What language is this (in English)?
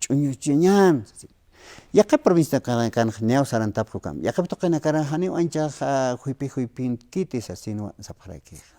Aymara